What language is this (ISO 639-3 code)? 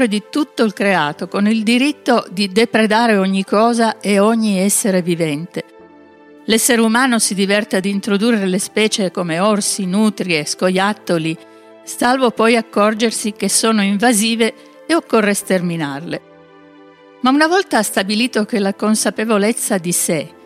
ita